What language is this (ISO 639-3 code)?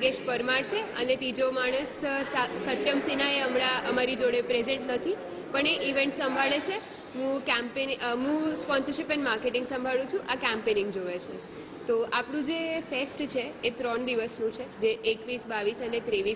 guj